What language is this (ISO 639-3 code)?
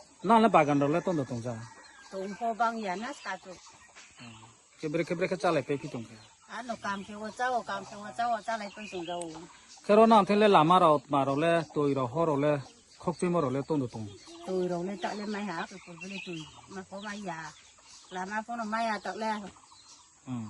ria